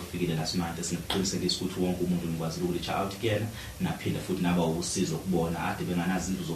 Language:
Zulu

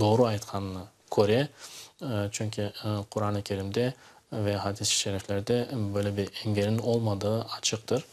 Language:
Crimean Tatar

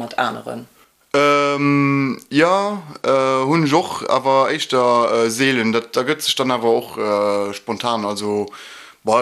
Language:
Luxembourgish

